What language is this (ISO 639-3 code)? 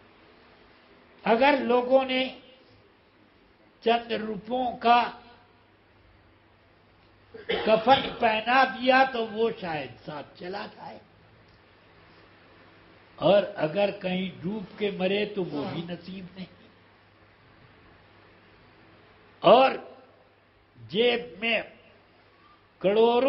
urd